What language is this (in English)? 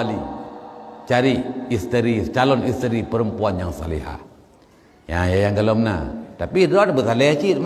Achinese